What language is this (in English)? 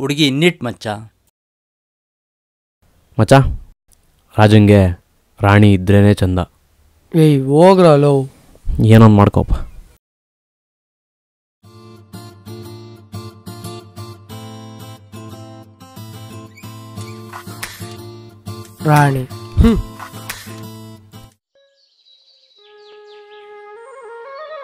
Kannada